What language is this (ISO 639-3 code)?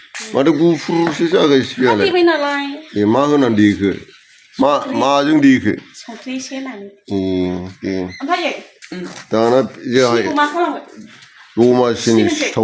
brx